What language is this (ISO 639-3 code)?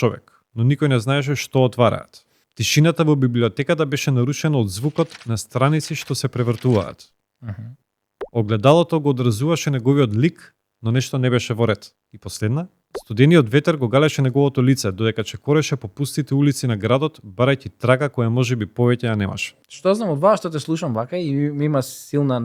mkd